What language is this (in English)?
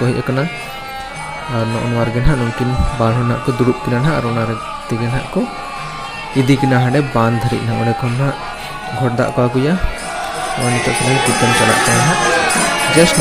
Santali